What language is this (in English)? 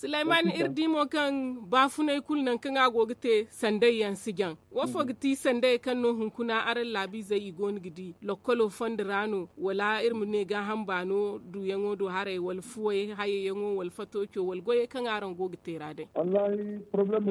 Zarma